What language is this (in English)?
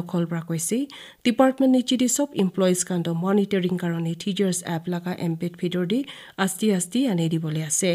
Naga Pidgin